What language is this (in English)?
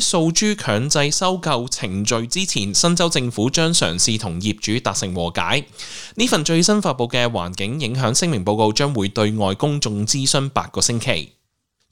Cantonese